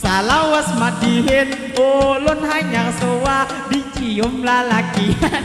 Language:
Banjar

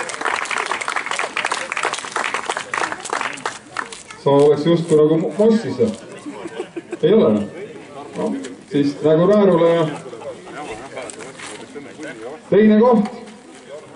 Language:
Estonian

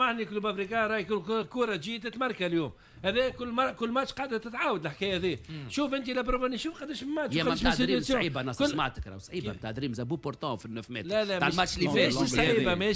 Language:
Tunisian Arabic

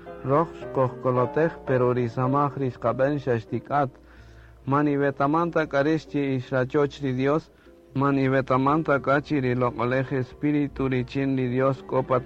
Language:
Kaqchikel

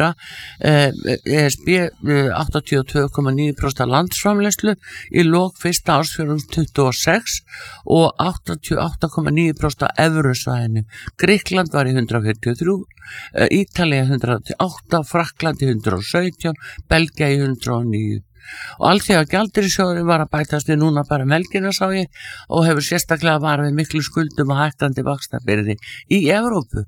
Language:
Icelandic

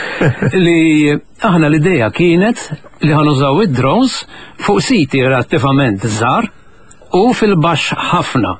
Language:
Maltese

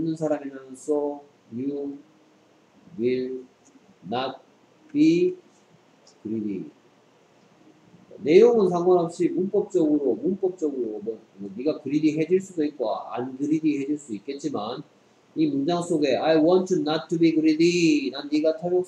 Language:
Korean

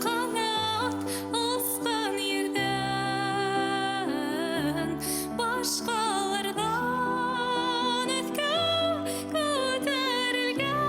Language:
Bashkir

